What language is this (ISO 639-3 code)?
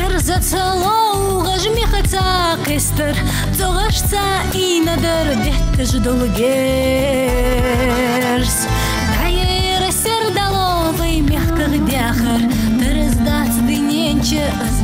inh